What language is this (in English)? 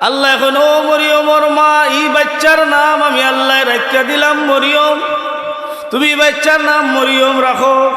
Sylheti